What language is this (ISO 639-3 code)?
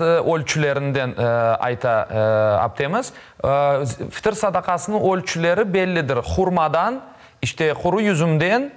crh